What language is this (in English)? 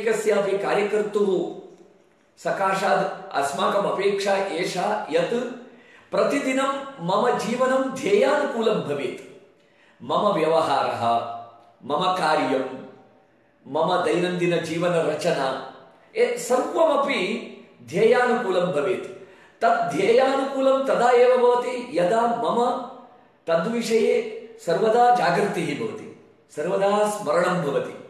Sanskrit